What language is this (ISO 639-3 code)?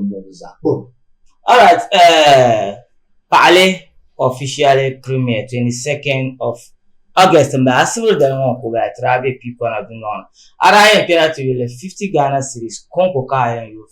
dag